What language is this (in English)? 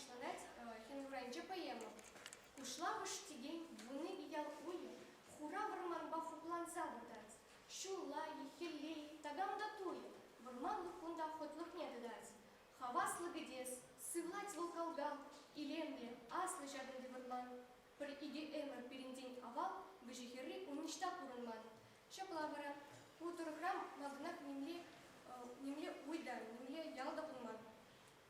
Chuvash